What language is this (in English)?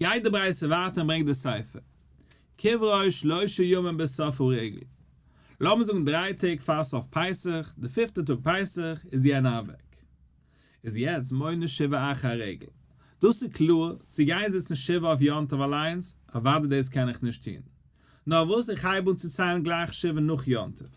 Yiddish